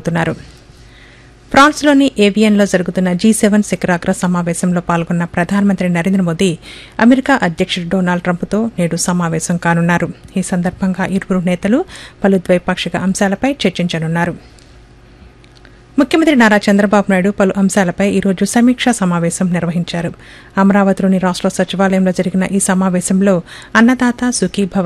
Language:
Telugu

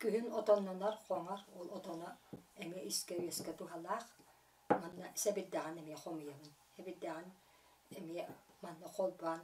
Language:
Yakut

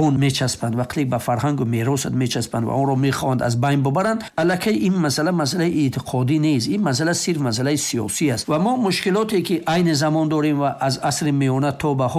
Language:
Persian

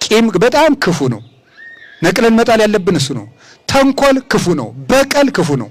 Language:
Amharic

